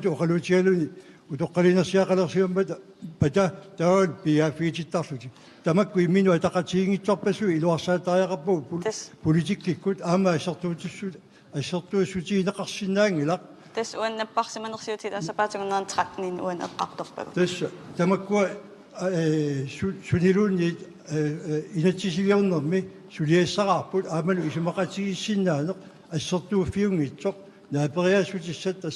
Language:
Kalaallisut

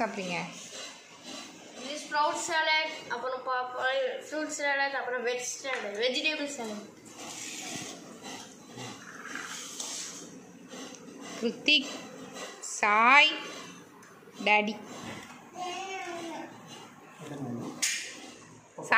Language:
Tamil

